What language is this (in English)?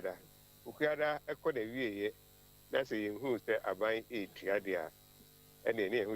Akan